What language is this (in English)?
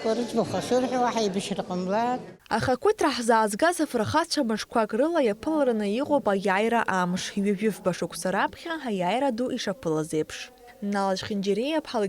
Abkhazian